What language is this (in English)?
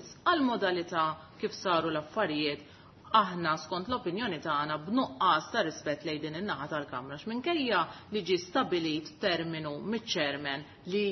Maltese